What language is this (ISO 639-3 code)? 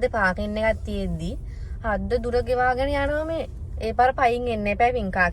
sin